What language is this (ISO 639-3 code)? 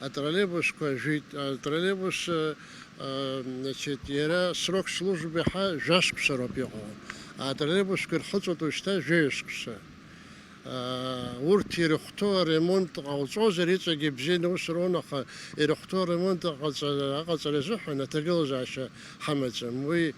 abk